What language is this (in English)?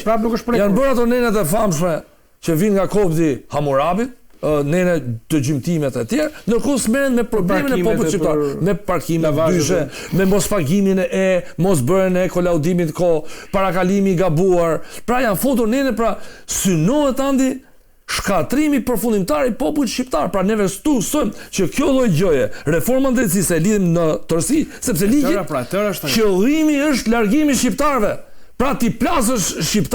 Albanian